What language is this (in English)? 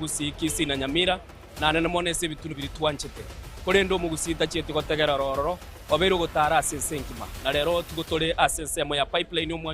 Gusii